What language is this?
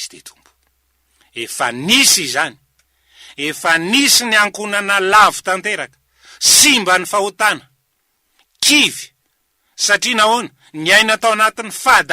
Malagasy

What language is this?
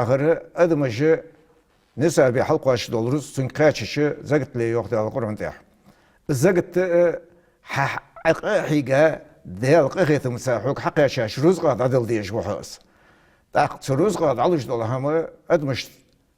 Ingush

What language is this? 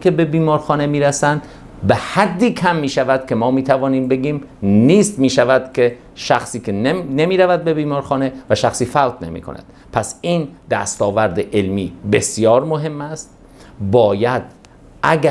Tajik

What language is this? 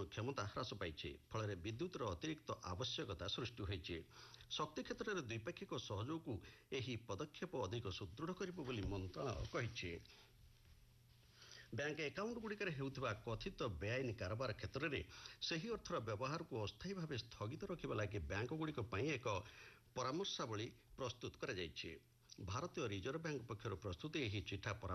Odia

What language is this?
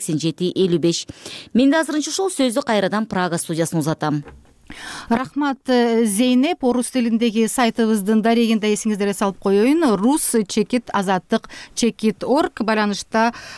Kyrgyz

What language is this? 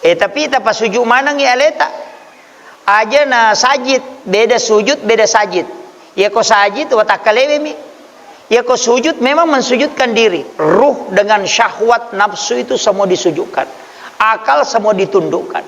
Buginese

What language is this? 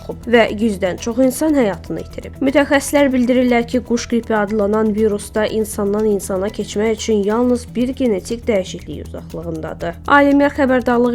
Azerbaijani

